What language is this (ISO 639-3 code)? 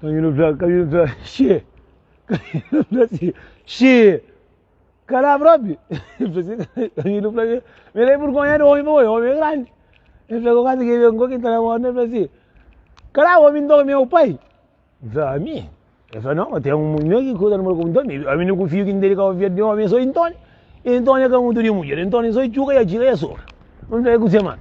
kea